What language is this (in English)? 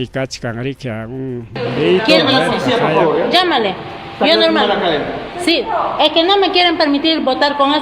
Ayacucho Quechua